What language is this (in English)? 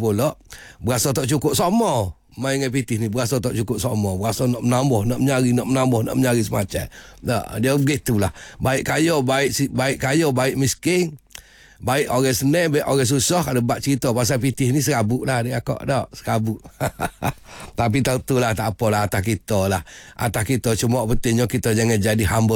Malay